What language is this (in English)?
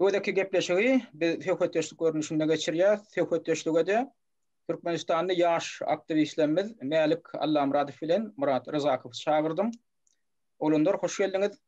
Turkmen